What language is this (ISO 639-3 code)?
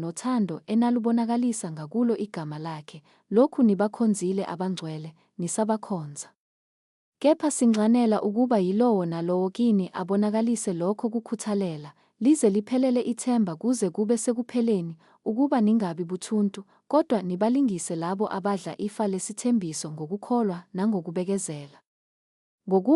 zul